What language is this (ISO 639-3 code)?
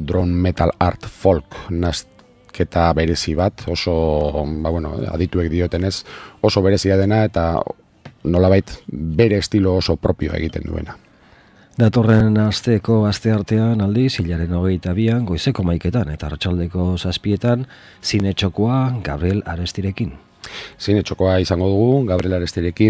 eus